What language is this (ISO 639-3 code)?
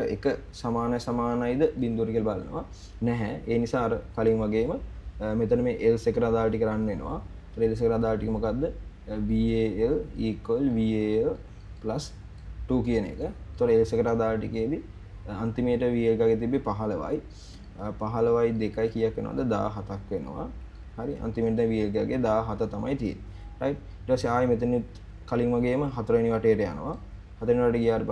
sin